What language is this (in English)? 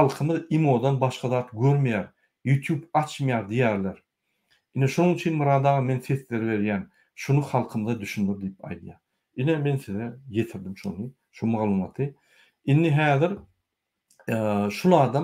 Turkmen